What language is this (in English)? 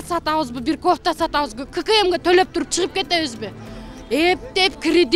Kyrgyz